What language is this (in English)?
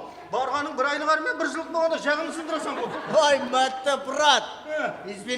Kara-Kalpak